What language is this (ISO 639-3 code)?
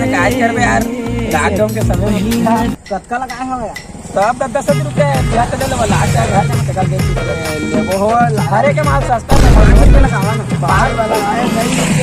hne